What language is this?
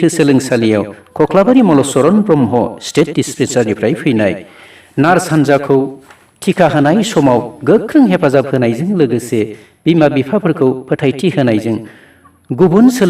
Bodo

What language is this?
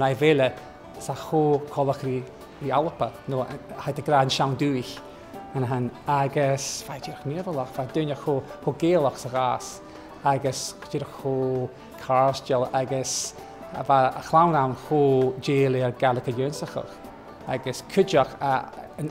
Scottish Gaelic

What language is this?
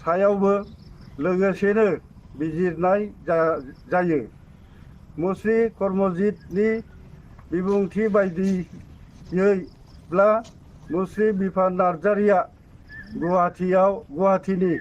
Bodo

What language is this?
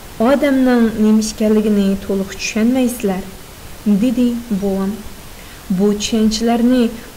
Uyghur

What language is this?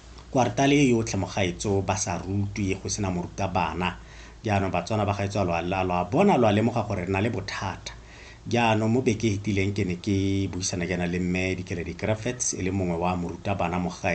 Tswana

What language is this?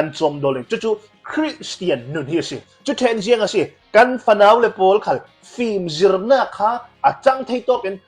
Hakha Chin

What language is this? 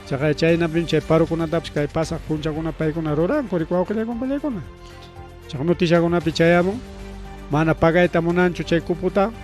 Ayacucho Quechua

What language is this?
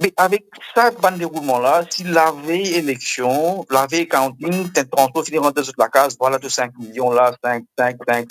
Morisyen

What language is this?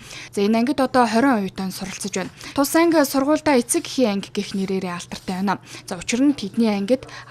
Mongolian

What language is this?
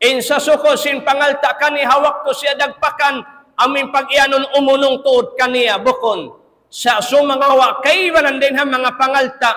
Tausug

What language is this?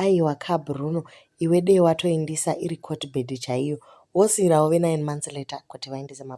Shona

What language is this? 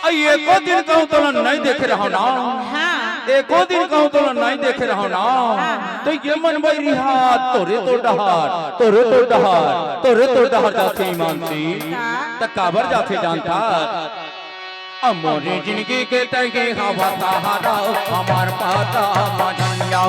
Chhattisgarhi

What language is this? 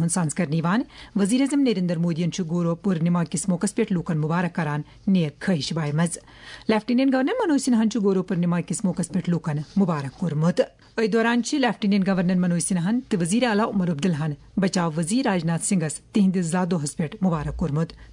Kashmiri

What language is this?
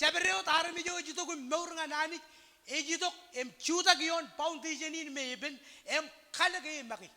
Marshallese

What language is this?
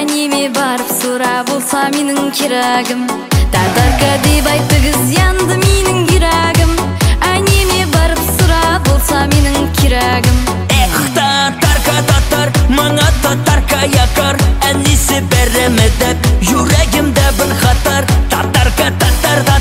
Kazakh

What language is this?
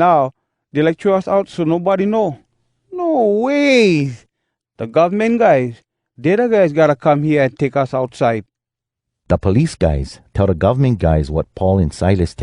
Hawai'i Creole English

